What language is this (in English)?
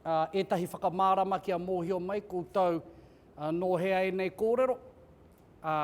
Māori